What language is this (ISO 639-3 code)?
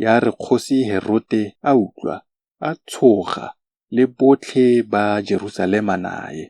tsn